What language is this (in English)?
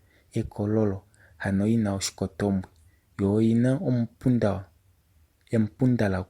Kuanyama